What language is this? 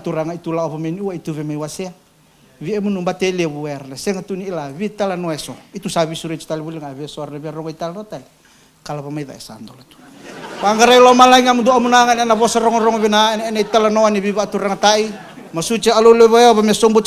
Fijian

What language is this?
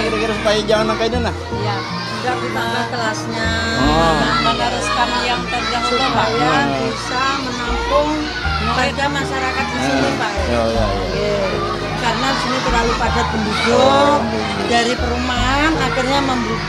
Banjar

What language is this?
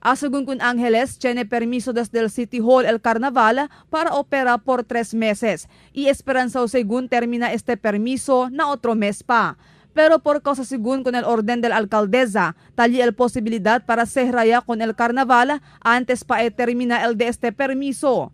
Chavacano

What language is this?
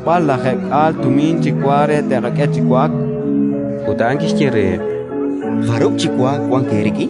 Kekchí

